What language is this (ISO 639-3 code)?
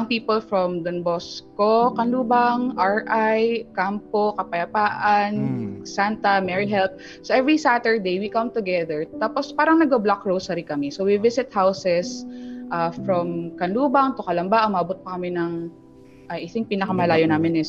fil